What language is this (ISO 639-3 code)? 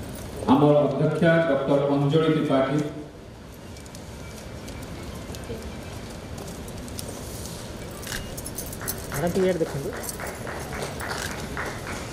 ori